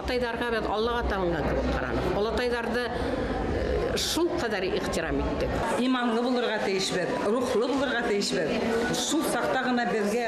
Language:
Bashkir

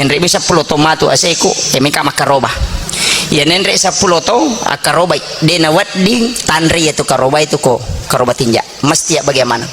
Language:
Buginese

